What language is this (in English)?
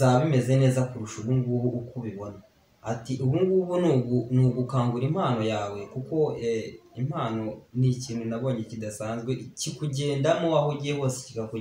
Kinyarwanda